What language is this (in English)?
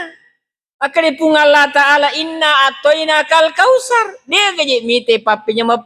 Buginese